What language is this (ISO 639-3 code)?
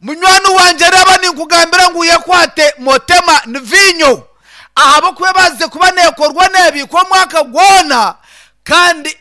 nyn